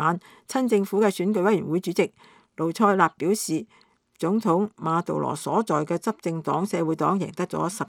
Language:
Cantonese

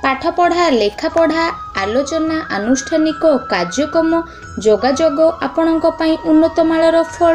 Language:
Odia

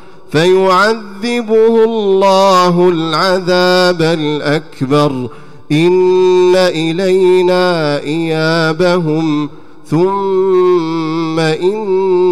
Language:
Arabic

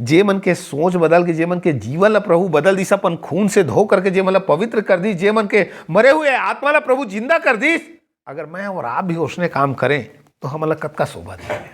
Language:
Chhattisgarhi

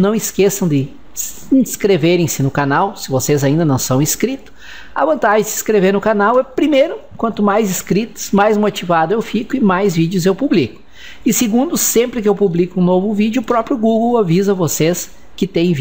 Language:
Portuguese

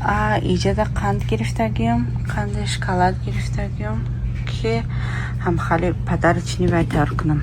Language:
Tajik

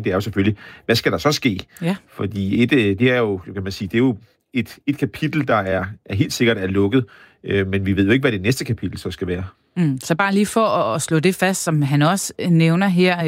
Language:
Danish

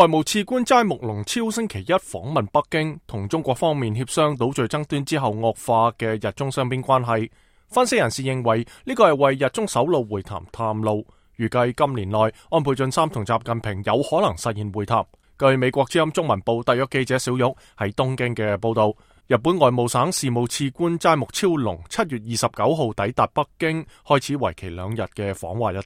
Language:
Cantonese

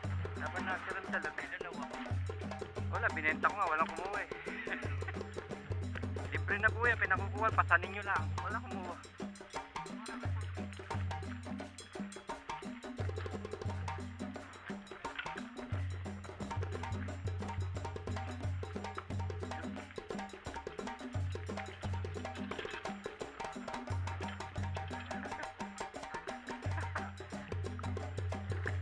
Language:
Filipino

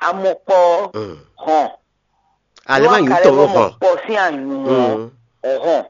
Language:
Fon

